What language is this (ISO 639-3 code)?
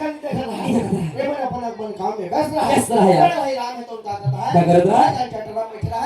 hne